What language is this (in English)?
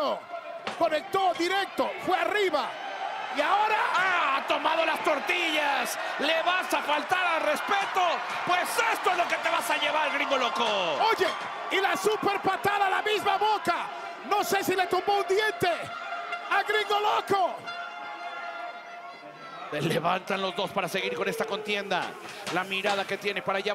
Spanish